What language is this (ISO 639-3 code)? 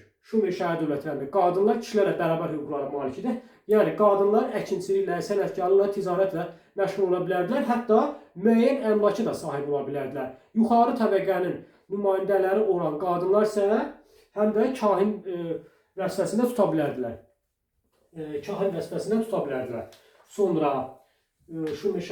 aze